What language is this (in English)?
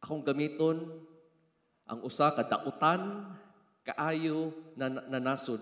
Cebuano